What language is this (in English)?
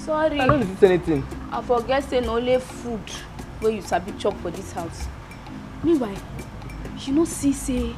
Nigerian Pidgin